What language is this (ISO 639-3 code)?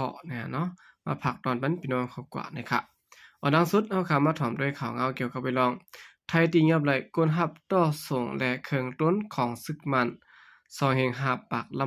shn